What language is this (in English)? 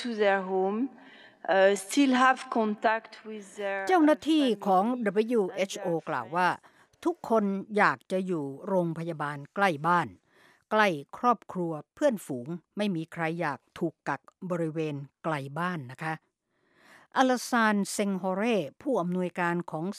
Thai